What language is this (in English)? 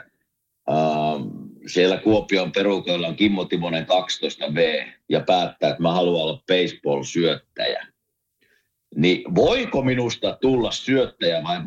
Finnish